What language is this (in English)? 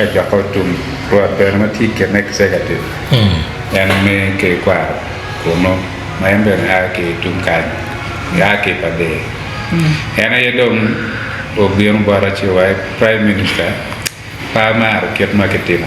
Acoli